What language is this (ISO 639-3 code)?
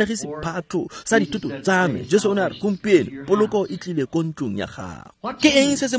tsn